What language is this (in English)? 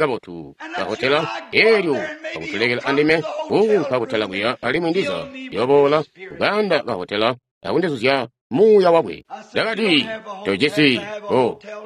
Tonga (Zambia)